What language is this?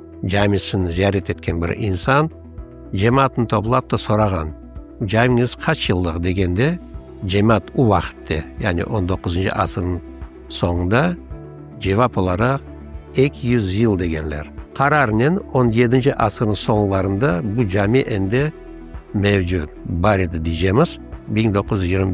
Crimean Tatar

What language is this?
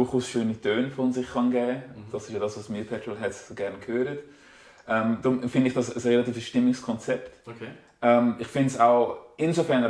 Swiss German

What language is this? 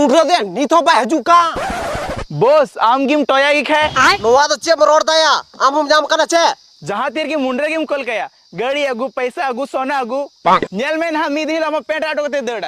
Santali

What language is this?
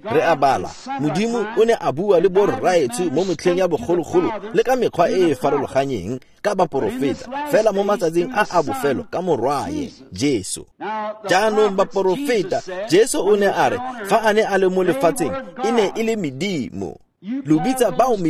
Tswana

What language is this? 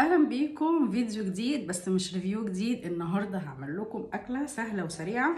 Egyptian Arabic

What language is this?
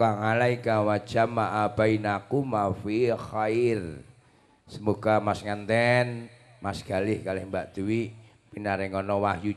Javanese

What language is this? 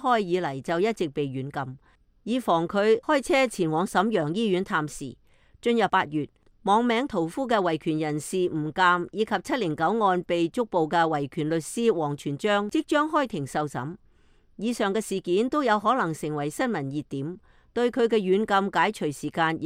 Cantonese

